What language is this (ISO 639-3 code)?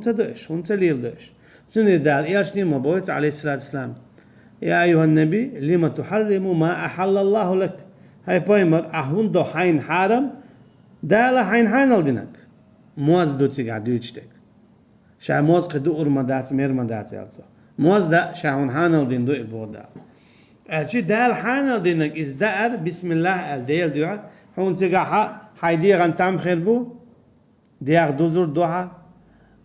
che